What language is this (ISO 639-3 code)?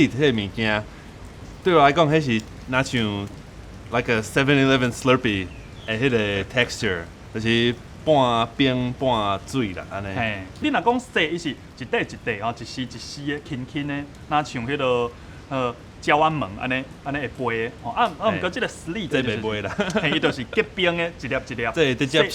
nan